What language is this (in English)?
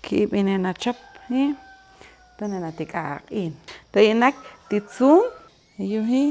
Poqomchi'